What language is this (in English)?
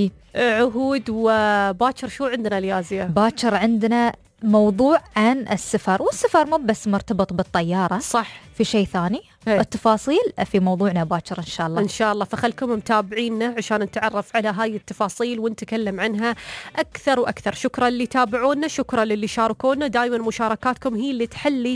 Najdi Arabic